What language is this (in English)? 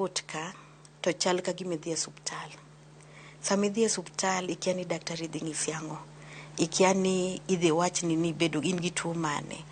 Luo (Kenya and Tanzania)